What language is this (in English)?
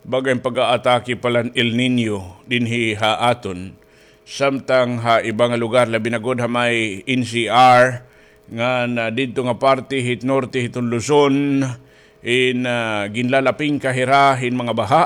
Waray